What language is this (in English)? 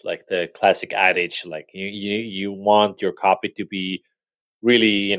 English